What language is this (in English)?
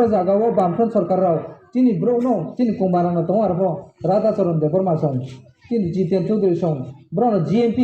Riang (India)